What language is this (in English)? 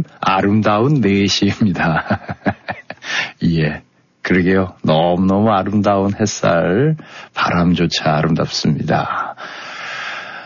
Korean